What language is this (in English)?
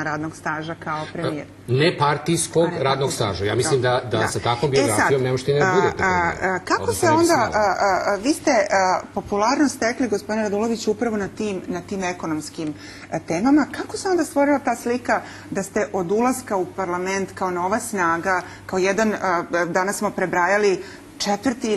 Serbian